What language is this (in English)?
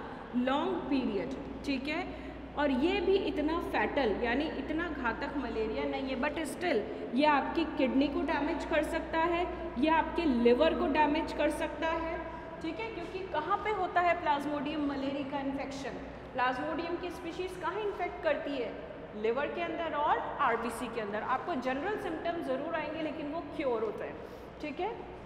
Hindi